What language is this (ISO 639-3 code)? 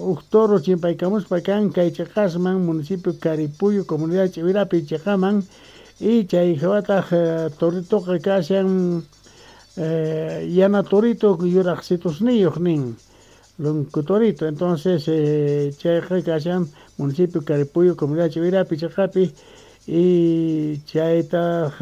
que